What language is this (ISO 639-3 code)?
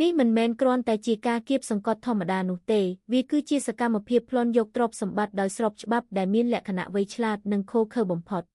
khm